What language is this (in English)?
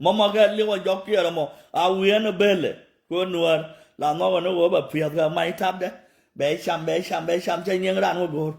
Nuer